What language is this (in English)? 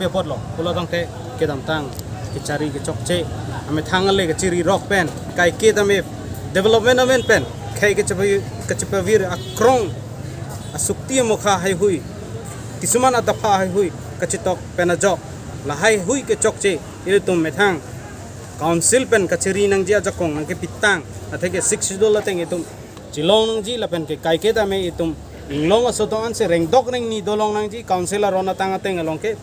Karbi